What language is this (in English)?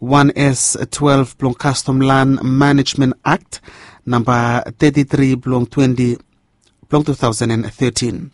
Bislama